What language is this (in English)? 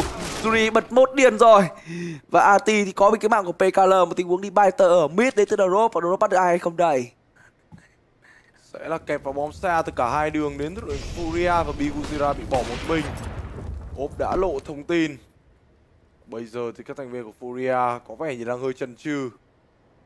Vietnamese